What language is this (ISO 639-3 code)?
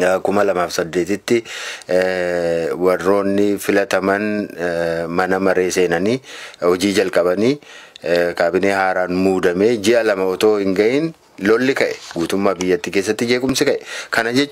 orm